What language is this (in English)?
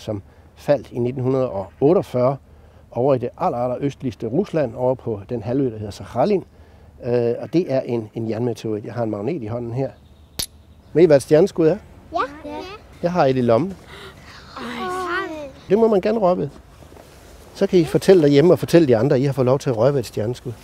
Danish